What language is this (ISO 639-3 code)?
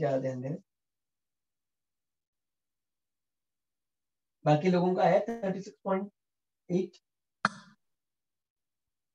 hin